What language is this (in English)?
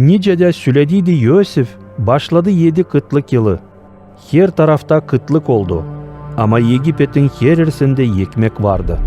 Gagauz